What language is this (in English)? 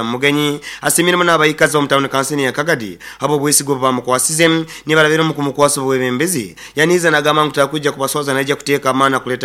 Nyoro